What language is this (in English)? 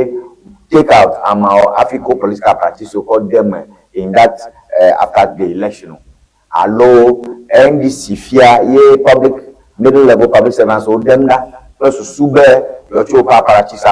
Ewe